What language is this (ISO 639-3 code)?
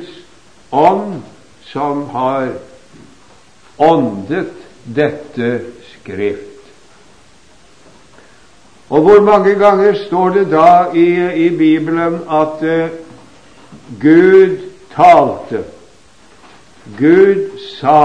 nor